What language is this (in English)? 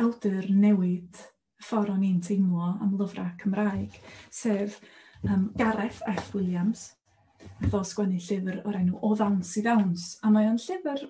Welsh